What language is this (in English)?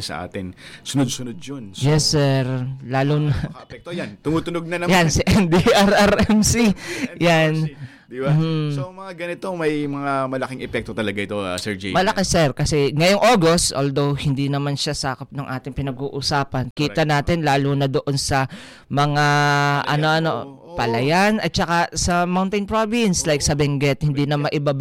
Filipino